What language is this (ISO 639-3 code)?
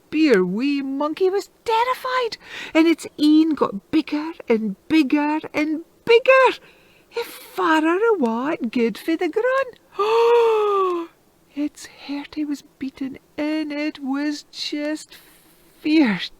sco